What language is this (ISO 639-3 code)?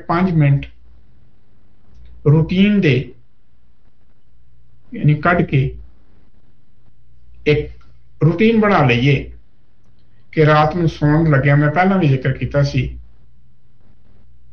pan